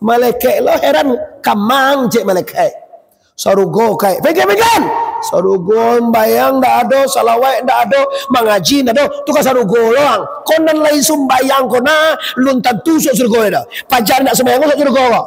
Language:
Minangkabau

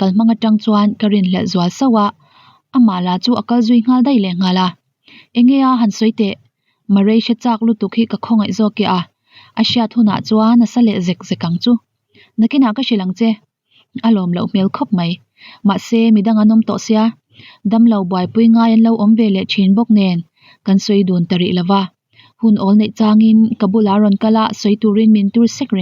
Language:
Mizo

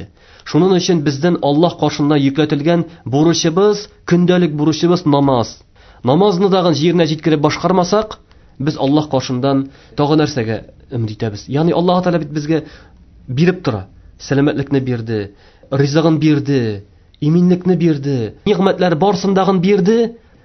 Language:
Tatar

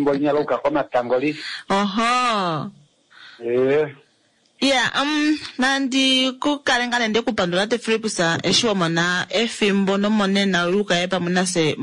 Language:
Kuanyama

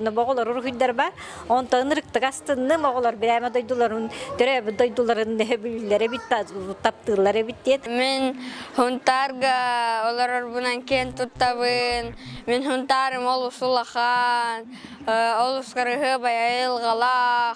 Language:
Yakut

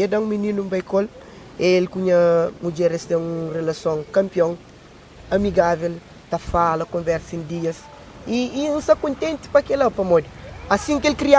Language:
Kabuverdianu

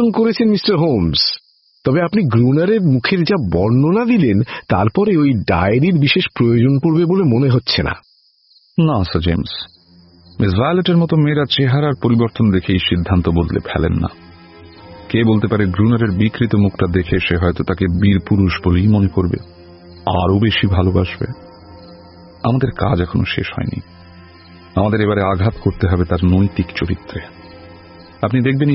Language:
Bangla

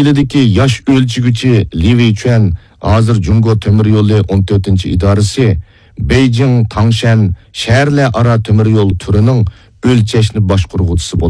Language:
Uyghur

